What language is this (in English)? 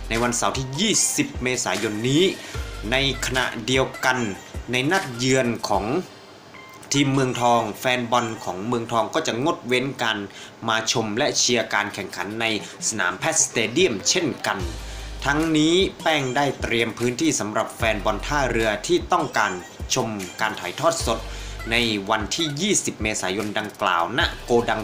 Thai